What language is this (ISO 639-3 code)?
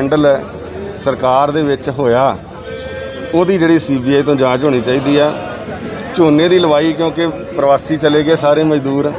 pan